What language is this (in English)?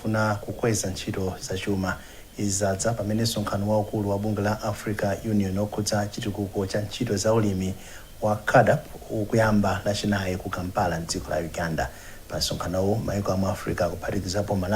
Nyanja